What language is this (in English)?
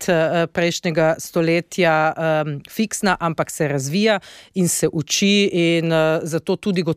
Slovenian